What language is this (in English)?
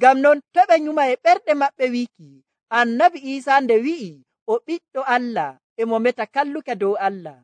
Nigerian Fulfulde